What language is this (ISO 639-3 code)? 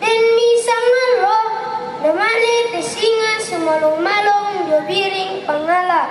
sda